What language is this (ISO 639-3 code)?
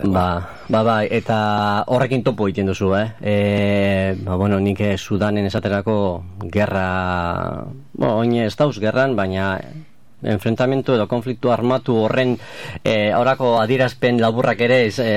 eus